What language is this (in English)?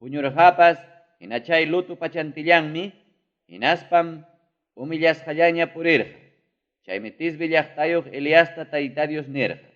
Ayacucho Quechua